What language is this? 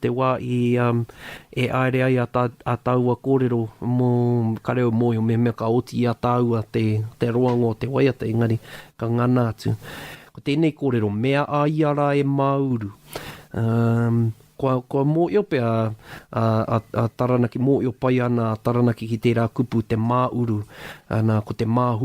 Māori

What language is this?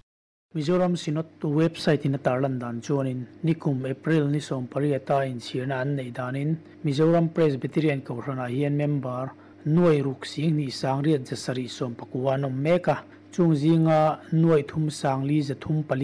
Mizo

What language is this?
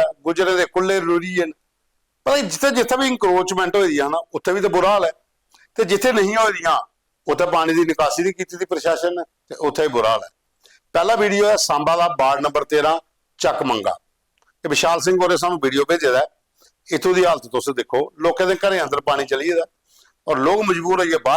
Dogri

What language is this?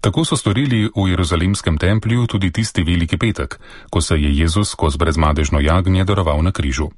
Slovenian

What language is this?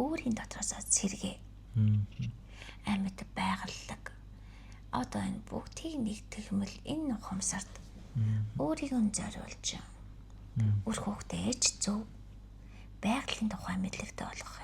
Mongolian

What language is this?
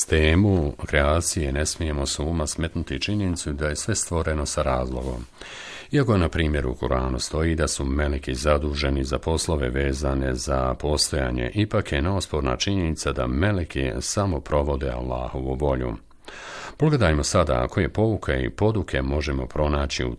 Bosnian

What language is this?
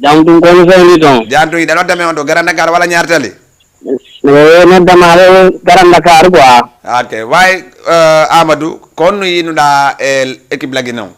Fula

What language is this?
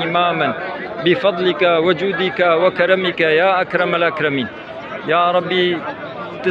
Kurdish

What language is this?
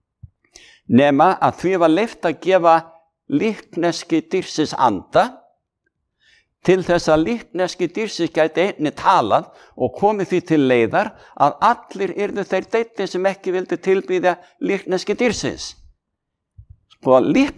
Icelandic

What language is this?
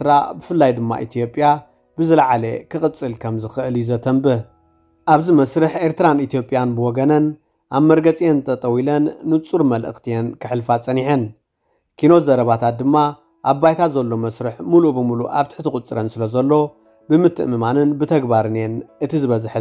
Tigrinya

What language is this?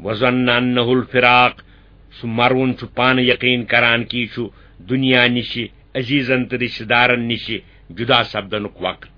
Kashmiri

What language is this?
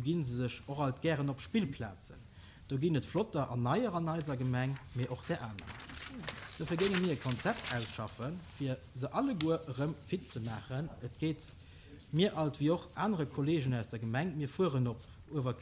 Luxembourgish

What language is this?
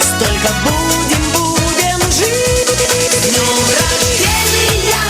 Kara-Kalpak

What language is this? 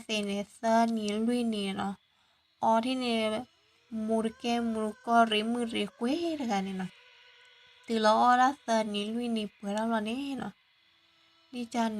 S'gaw Karen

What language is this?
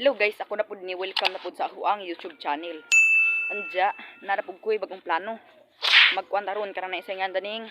Cebuano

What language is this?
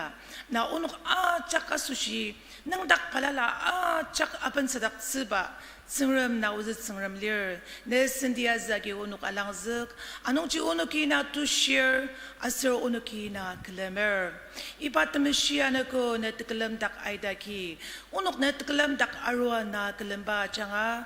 Ao Naga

